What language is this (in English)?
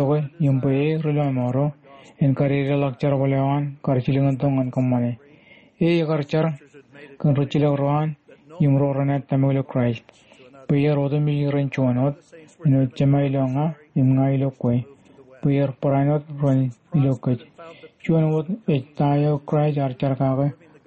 Marshallese